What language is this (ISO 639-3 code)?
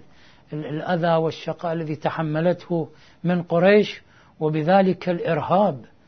ara